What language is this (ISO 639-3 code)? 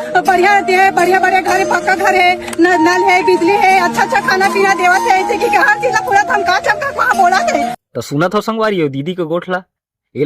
hne